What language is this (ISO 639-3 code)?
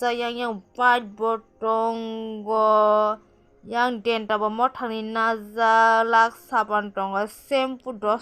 trp